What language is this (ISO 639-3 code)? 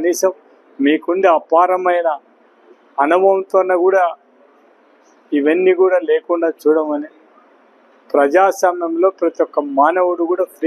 tel